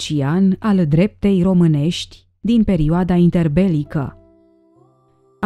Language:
Romanian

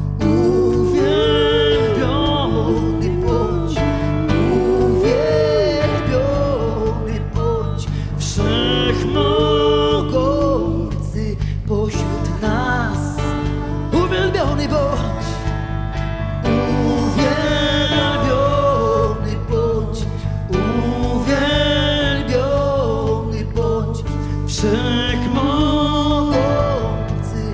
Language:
Polish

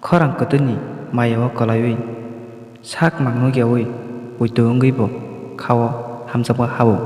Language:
Kok Borok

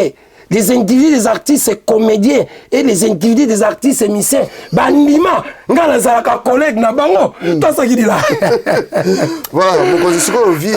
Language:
Lingala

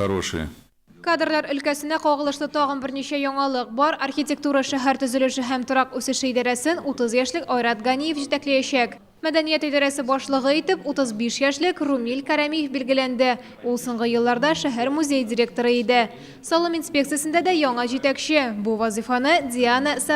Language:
Tatar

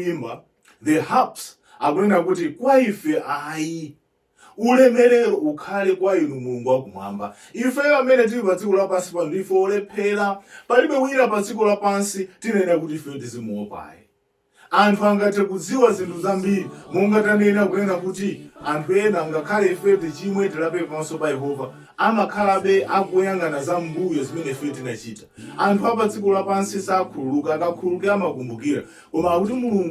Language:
Nyanja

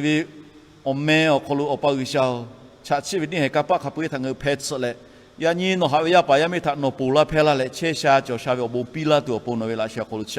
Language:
Lahu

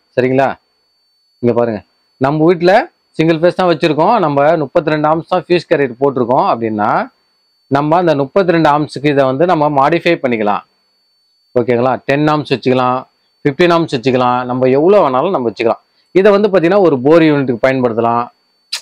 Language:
Tamil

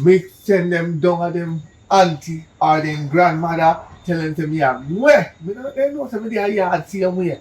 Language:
Jamaican Creole English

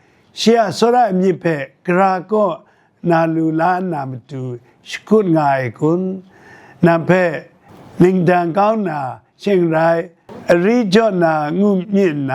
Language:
Kachin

